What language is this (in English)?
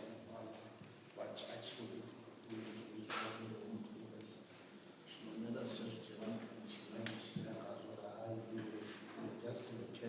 Venda